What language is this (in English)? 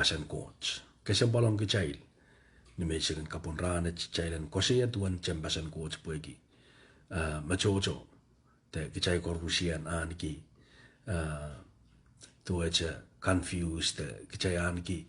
Pohnpeian